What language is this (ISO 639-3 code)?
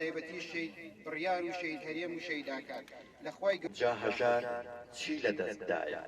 ckb